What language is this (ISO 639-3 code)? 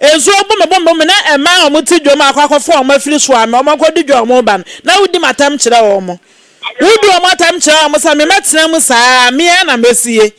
aka